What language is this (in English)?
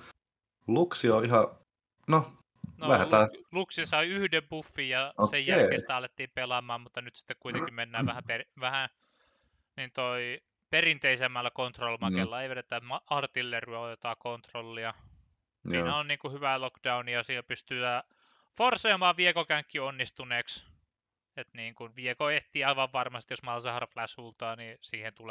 Finnish